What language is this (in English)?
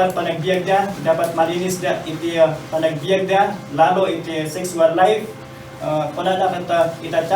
Iloko